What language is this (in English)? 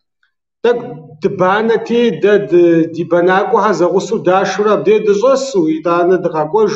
Kabardian